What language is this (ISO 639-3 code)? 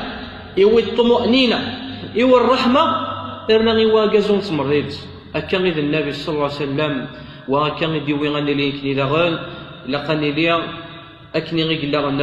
kab